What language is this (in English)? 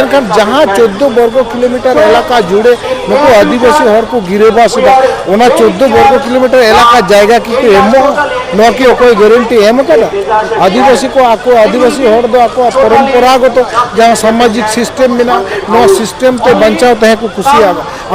Santali